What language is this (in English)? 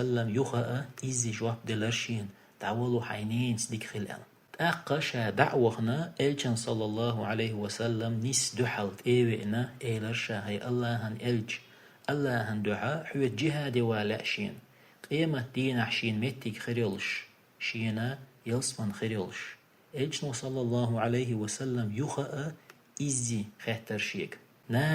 Chechen